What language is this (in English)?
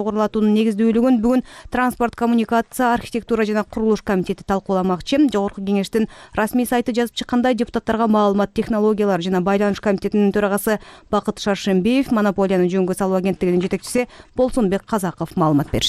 Kyrgyz